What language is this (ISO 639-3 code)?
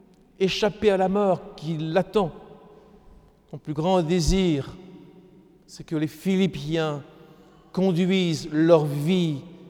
fra